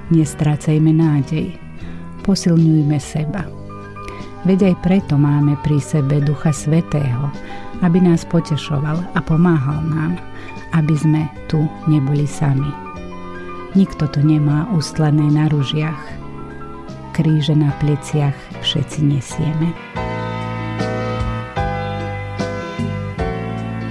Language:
Slovak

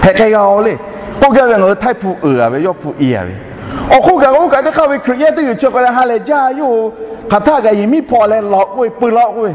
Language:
Lahu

